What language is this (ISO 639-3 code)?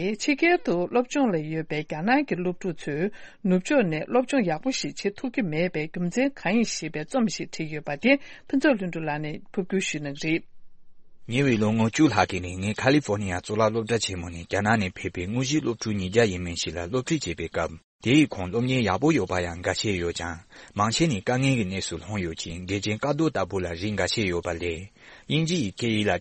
bod